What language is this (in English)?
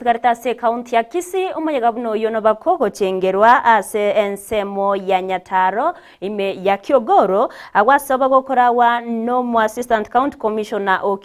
Gusii